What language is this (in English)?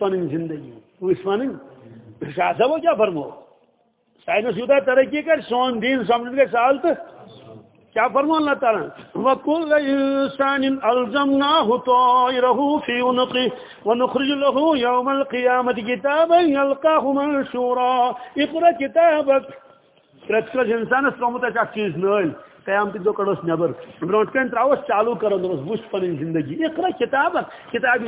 Kashmiri